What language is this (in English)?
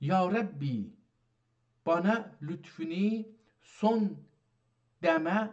South Azerbaijani